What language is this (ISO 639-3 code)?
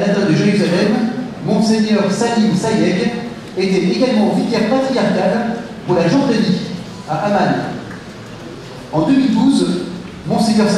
fra